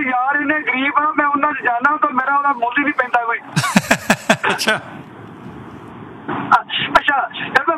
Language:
Punjabi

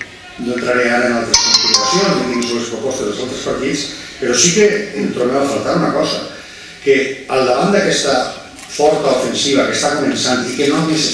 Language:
Catalan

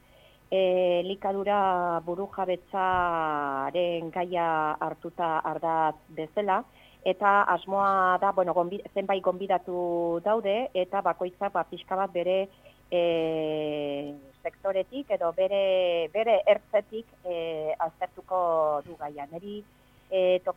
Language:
Basque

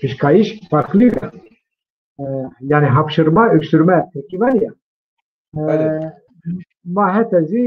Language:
Zaza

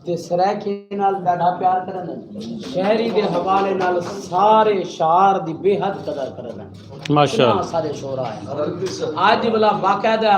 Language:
Saraiki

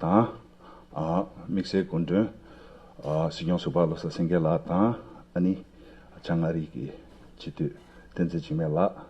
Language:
Tibetan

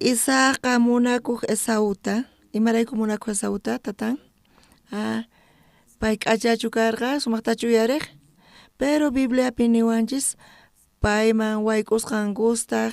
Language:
South Bolivian Quechua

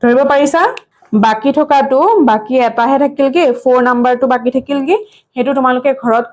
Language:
Assamese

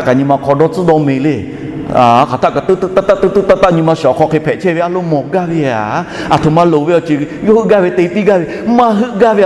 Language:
Lahu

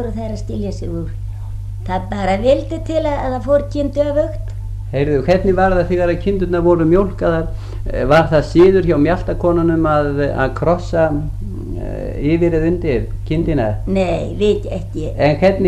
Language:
Icelandic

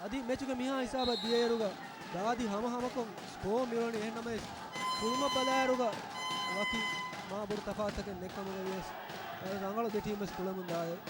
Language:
Divehi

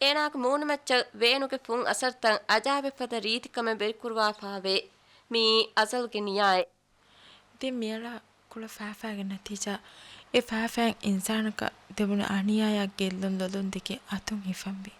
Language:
Divehi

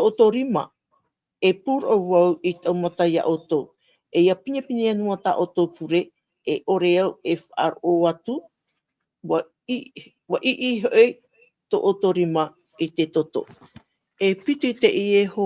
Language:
Tahitian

